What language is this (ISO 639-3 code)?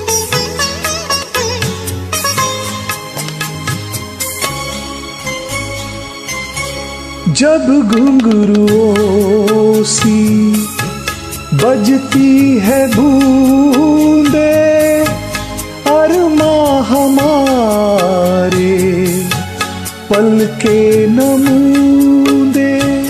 hin